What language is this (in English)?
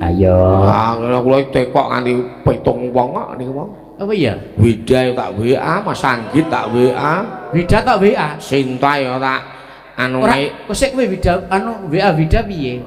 Javanese